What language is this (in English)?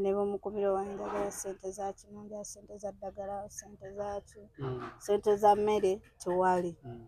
Ganda